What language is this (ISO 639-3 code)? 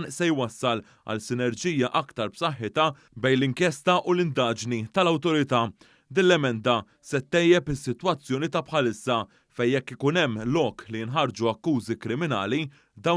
mlt